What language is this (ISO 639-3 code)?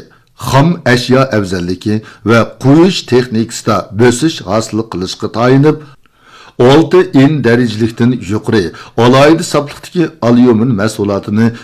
uig